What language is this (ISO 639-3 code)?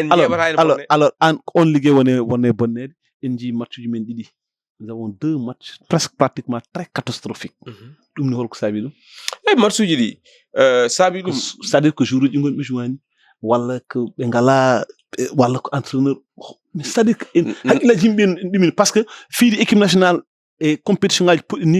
ful